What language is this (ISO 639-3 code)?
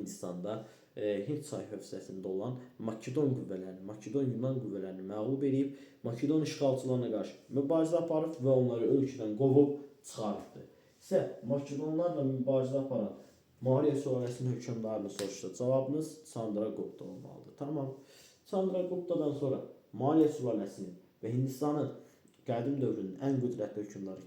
aze